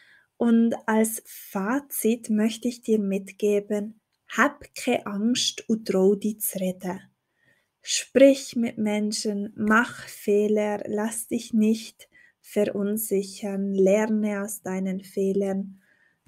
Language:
Swiss German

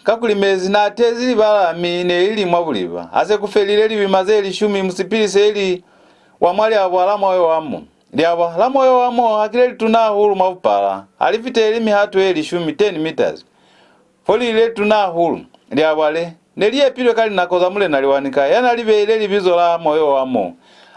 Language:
Lozi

